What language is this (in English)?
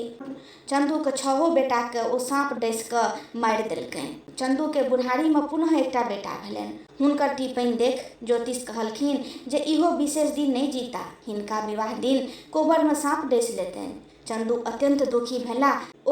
Maithili